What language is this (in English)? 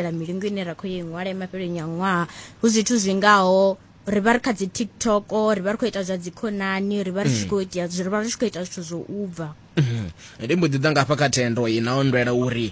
Venda